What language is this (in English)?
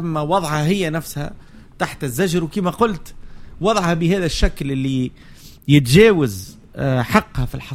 Tunisian Arabic